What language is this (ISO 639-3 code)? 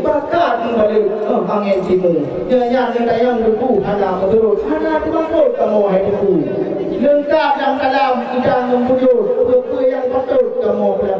ace